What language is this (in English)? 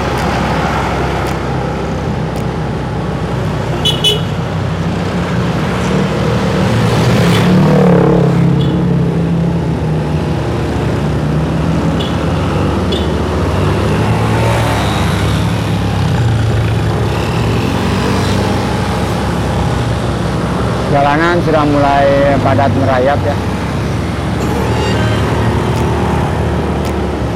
Indonesian